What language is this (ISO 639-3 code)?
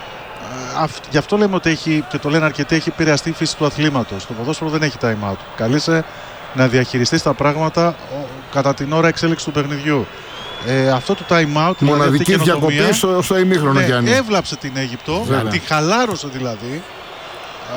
ell